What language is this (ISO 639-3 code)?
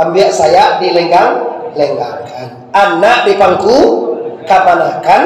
min